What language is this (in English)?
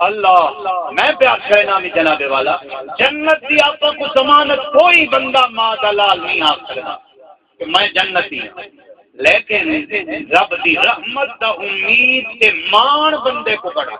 Saraiki